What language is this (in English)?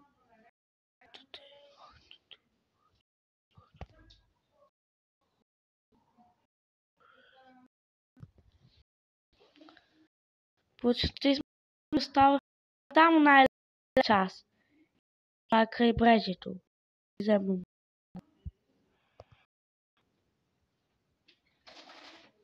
Bulgarian